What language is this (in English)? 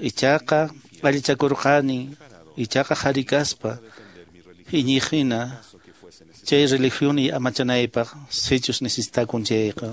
Quechua